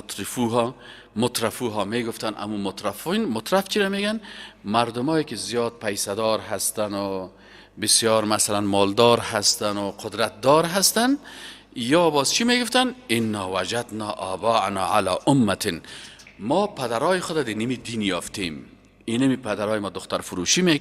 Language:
Persian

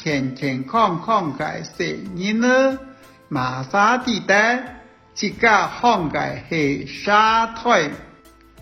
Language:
Hakka Chinese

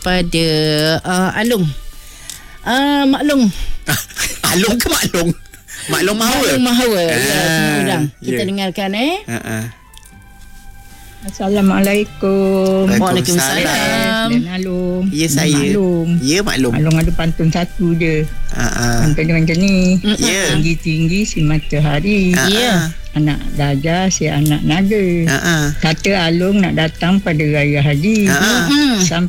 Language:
Malay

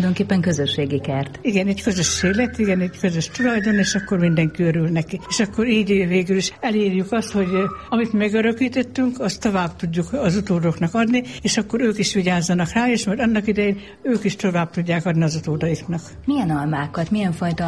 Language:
Hungarian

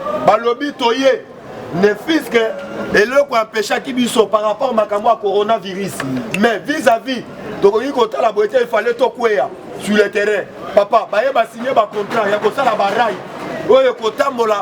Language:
Lingala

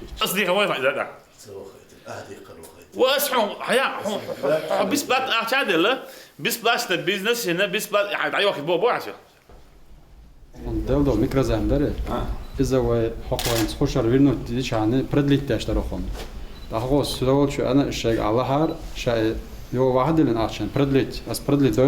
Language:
Chechen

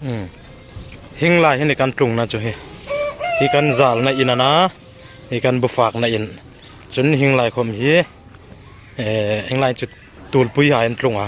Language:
Hmar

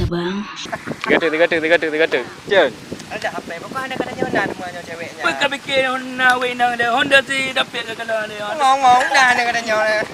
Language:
Achinese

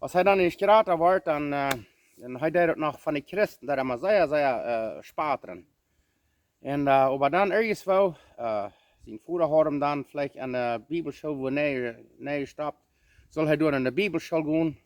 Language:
Plautdietsch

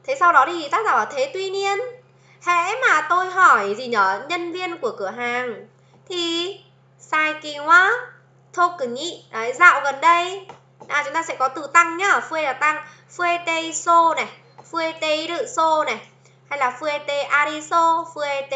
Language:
Vietnamese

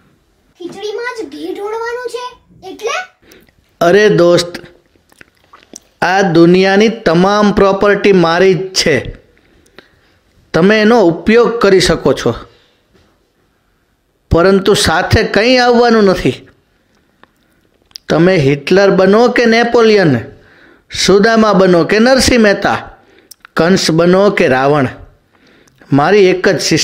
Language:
Gujarati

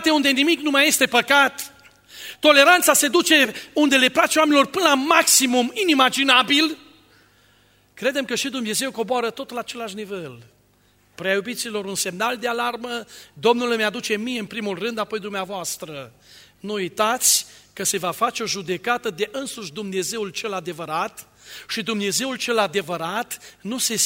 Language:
Romanian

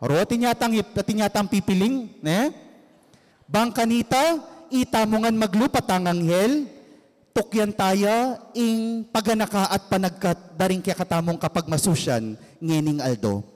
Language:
Pampanga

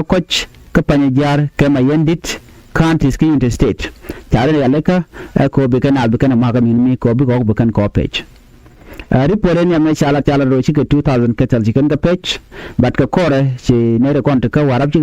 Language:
Nuer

